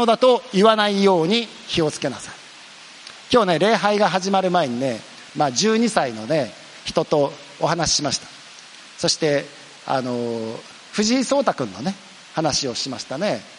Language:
Japanese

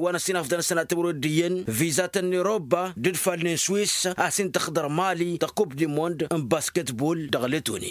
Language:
Tamasheq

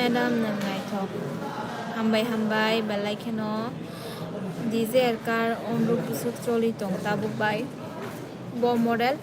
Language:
Kok Borok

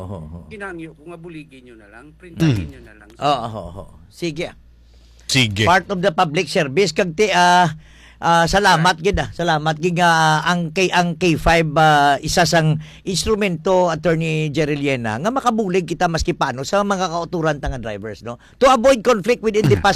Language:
Hiligaynon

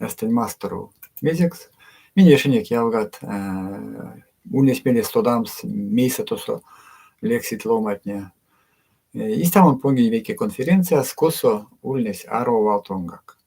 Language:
Erzya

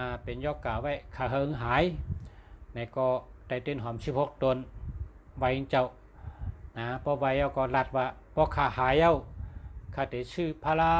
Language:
Shan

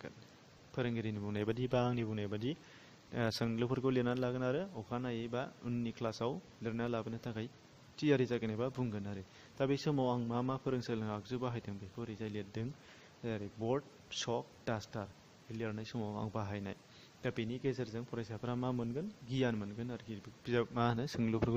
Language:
Bodo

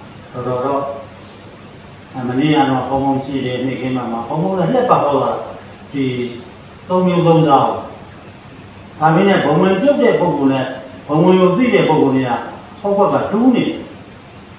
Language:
Burmese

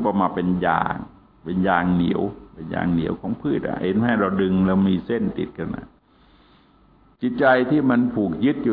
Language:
Thai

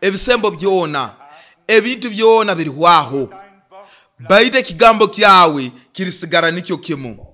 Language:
Nyoro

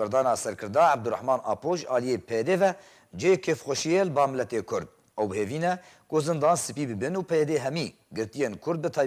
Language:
Kurdish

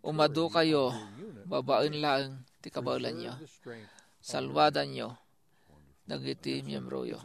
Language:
Iloko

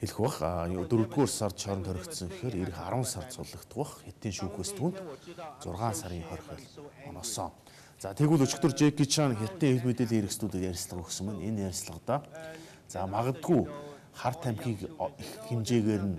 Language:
Mongolian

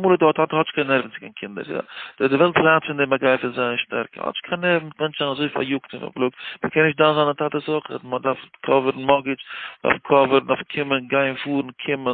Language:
Yiddish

